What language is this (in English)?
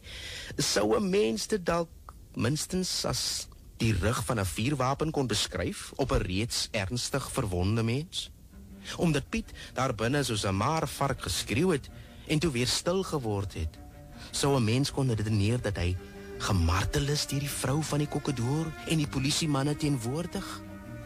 Afrikaans